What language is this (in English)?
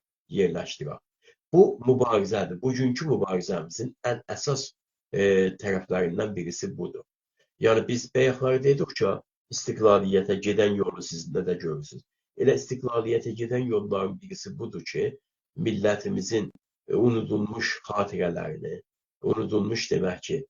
South Azerbaijani